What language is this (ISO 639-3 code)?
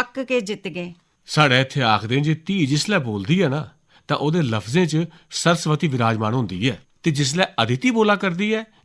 doi